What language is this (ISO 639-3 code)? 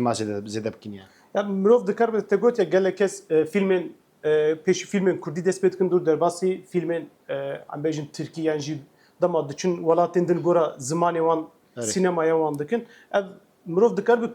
kur